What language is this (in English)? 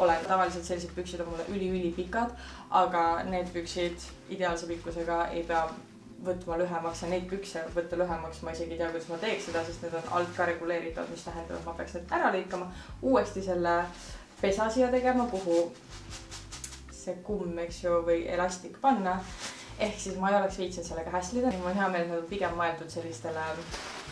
Estonian